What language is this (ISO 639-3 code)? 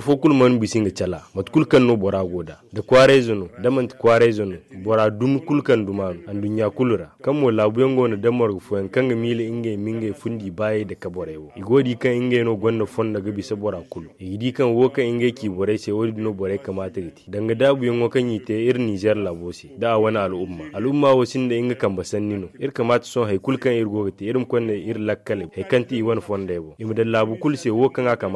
dje